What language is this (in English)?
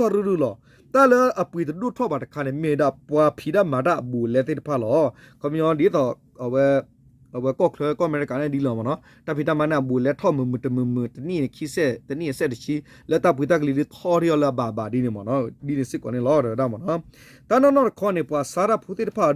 S'gaw Karen